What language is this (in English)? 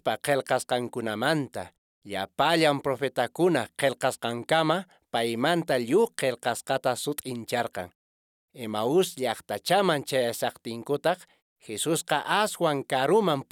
Quechua